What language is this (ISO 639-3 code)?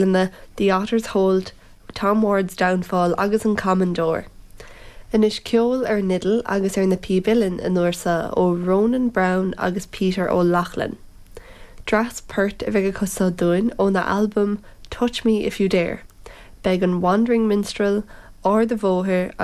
gle